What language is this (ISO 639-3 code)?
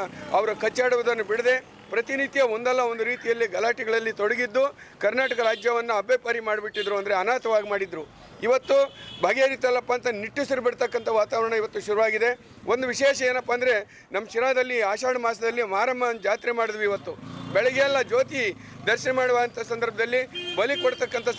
kan